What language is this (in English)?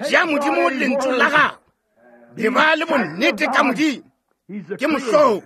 Northern Sotho